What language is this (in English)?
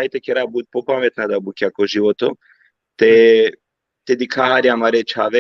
Balkan Romani